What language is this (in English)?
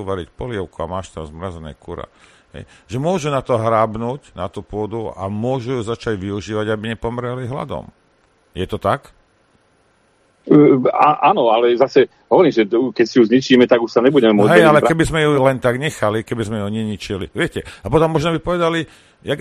Slovak